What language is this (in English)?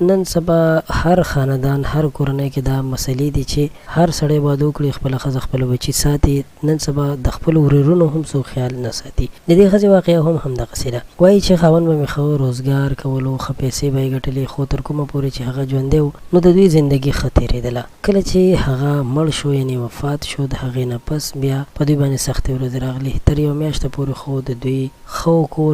Pashto